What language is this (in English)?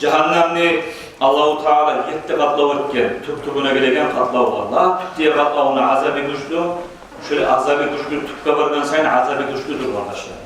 Kumyk